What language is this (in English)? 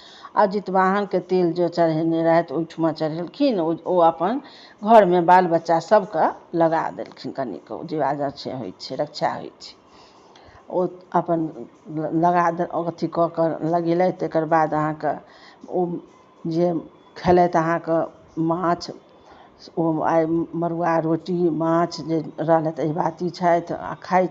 Maithili